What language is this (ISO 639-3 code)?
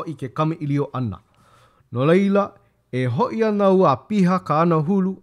haw